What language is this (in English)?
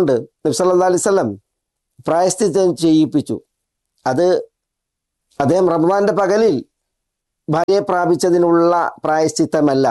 Malayalam